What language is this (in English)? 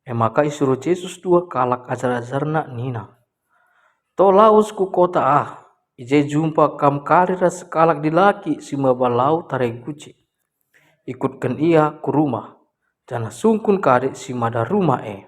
Batak Karo